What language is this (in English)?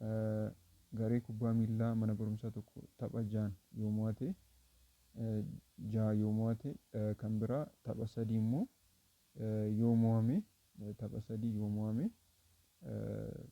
Oromo